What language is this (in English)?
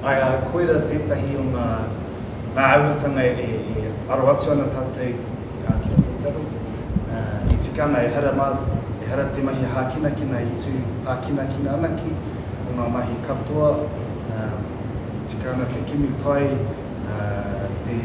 Māori